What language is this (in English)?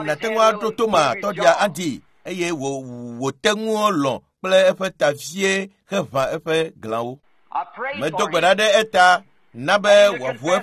Ewe